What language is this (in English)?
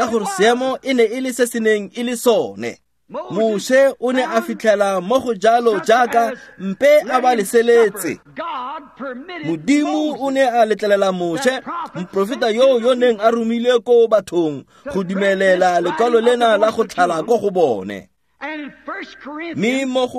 Tswana